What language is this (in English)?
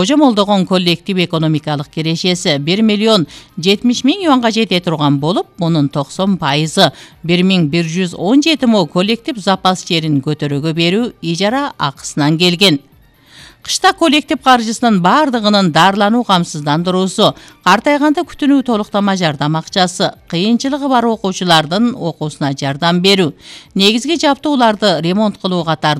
Kyrgyz